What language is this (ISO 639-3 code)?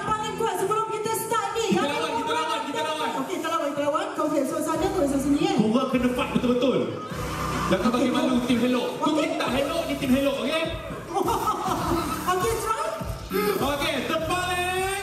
msa